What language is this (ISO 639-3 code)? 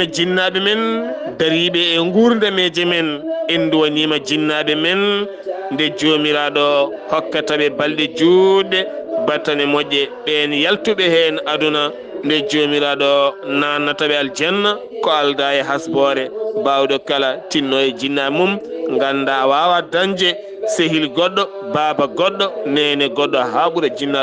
ful